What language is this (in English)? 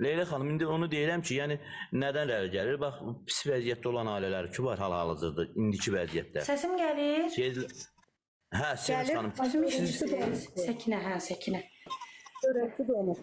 Azerbaijani